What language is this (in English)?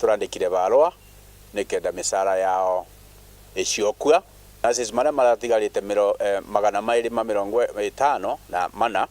Meru